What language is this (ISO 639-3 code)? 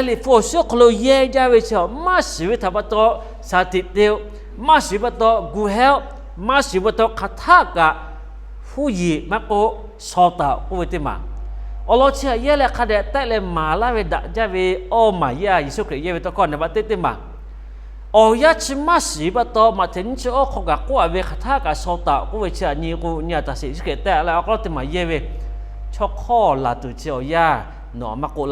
lhu